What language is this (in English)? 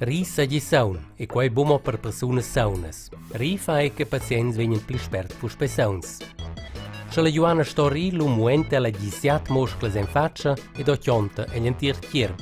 Romansh